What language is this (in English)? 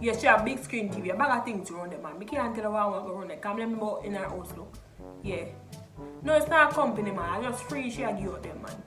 Jamaican Creole English